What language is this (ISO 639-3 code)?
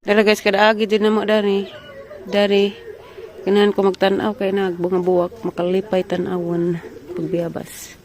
ceb